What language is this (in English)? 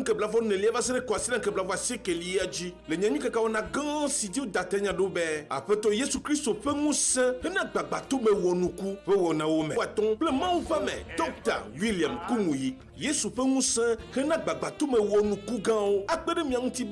Ewe